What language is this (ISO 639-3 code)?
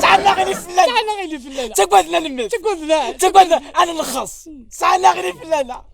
arq